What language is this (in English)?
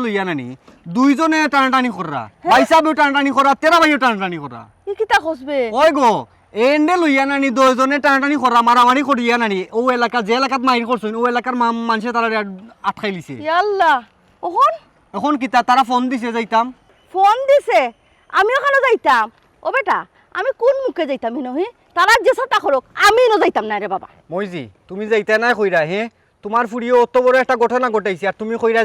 Sylheti